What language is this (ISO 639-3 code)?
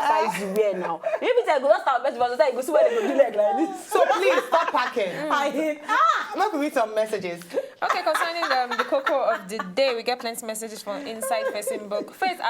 pcm